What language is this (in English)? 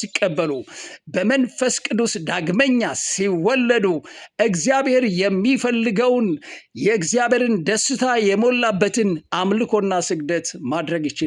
Amharic